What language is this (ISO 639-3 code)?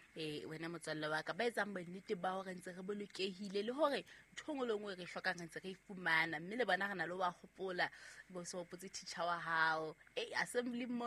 sot